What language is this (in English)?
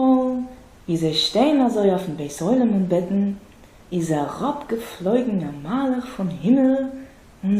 Yiddish